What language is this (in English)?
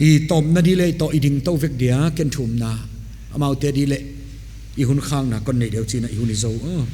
Paite Chin